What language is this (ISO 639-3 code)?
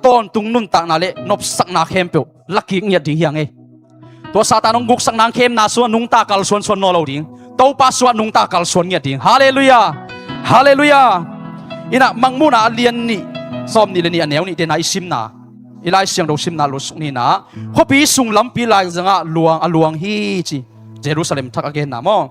ctd